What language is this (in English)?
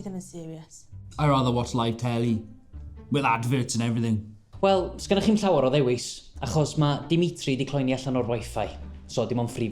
Welsh